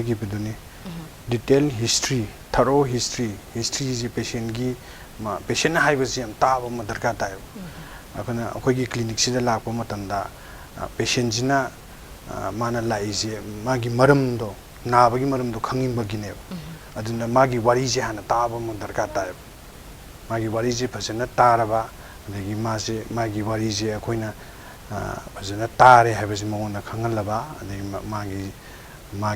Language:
Manipuri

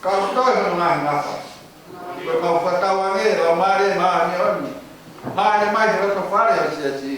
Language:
Tongan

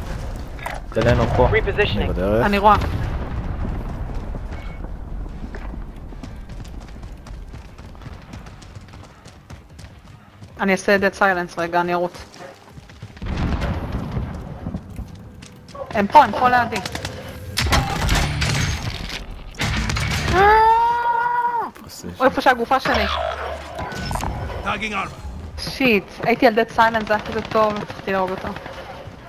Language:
Hebrew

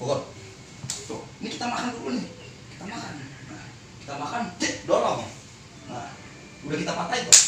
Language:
Betawi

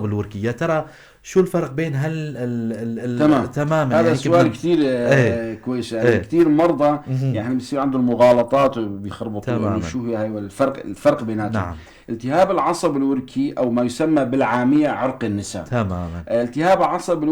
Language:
North Levantine Arabic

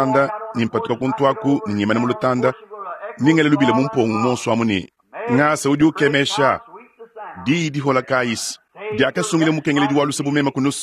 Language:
Luba-Lulua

